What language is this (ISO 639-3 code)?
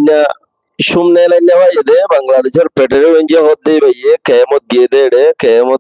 rhg